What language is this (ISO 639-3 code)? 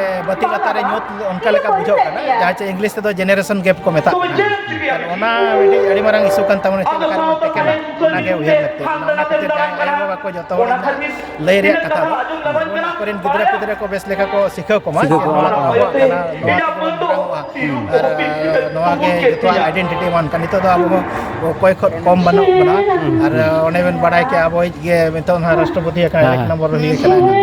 sat